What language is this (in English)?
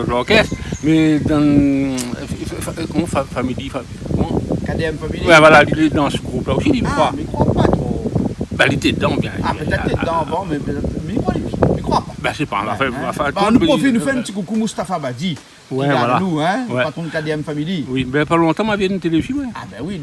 Réunion Creole French